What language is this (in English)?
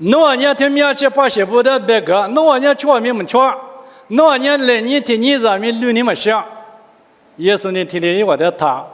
Lisu